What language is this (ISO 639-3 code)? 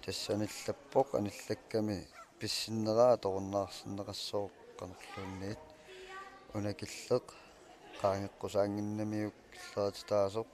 kal